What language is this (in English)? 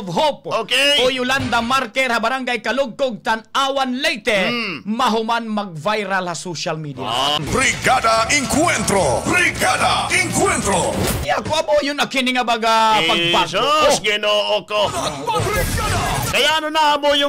Waray